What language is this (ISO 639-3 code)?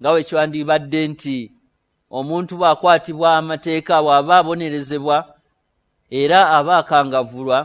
lug